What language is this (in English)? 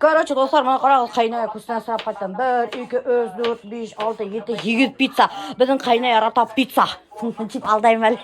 Bashkir